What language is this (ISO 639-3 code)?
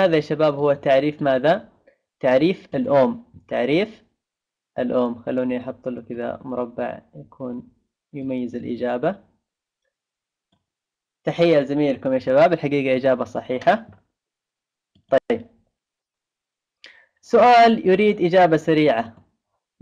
ara